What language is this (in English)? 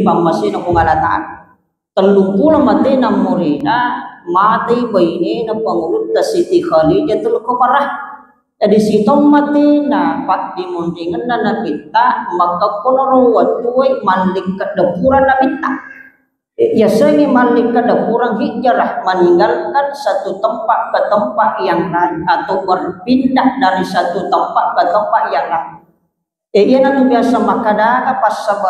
Buginese